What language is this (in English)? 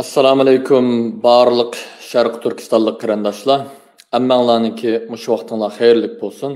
Uyghur